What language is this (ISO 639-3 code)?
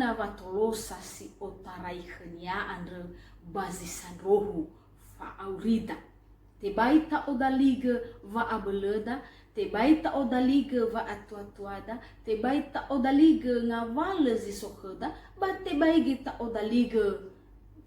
nia